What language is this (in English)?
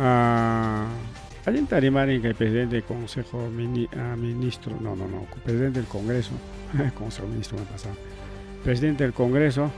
Ayacucho Quechua